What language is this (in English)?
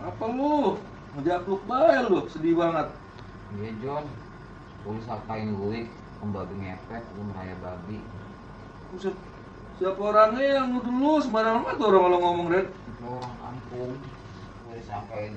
Betawi